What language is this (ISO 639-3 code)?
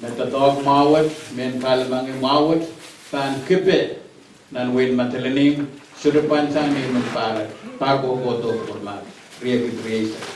pon